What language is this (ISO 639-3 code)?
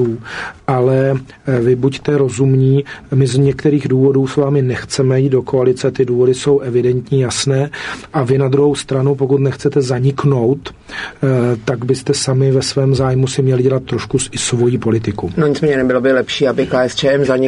ces